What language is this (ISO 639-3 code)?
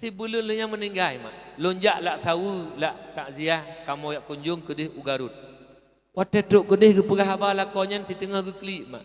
ace